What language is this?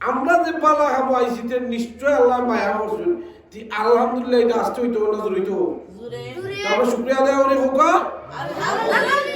Sylheti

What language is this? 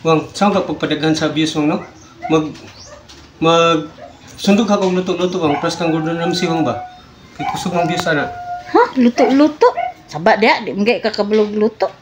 Cebuano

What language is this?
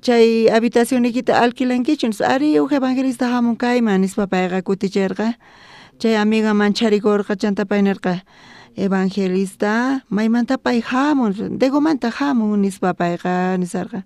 South Bolivian Quechua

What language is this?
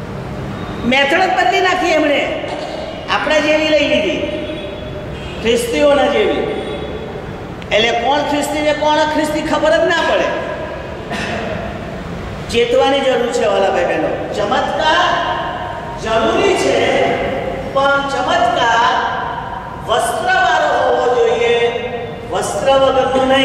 Gujarati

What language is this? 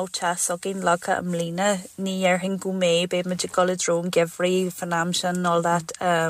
Irish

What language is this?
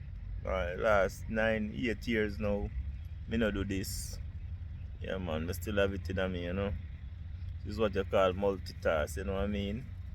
Jamaican Creole English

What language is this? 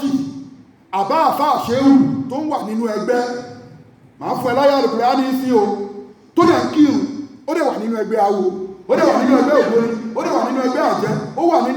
Yoruba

